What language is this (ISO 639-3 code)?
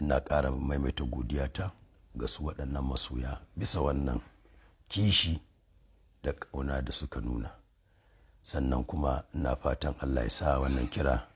hau